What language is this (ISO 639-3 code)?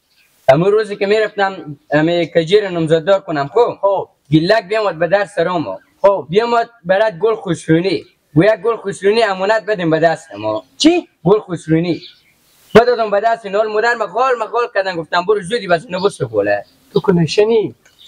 fas